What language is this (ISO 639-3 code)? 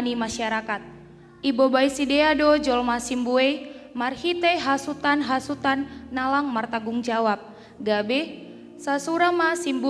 bts